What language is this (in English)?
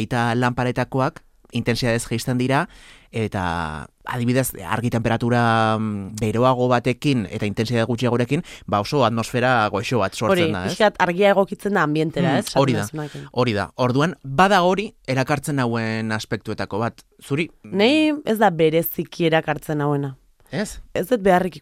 Basque